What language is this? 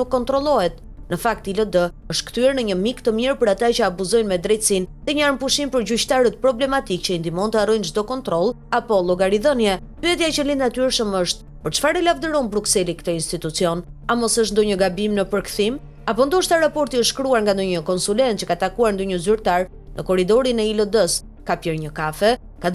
Albanian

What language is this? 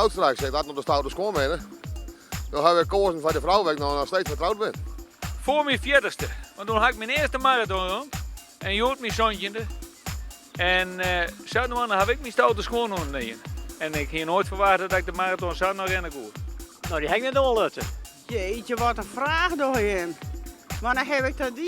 Western Frisian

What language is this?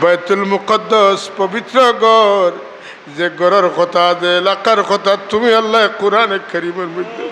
Sylheti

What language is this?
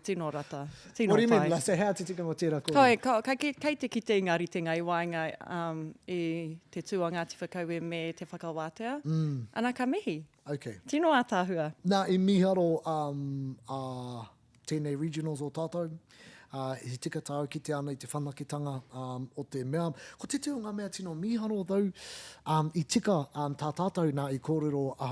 Māori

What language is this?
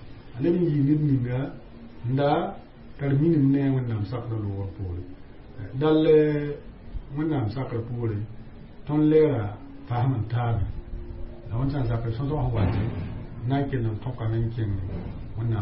Mossi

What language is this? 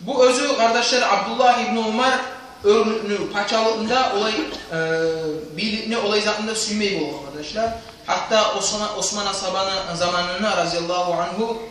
Kumyk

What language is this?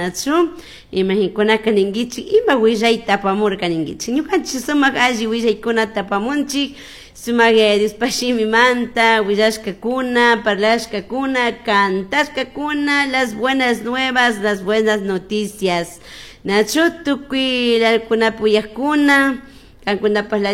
Chimborazo Highland Quichua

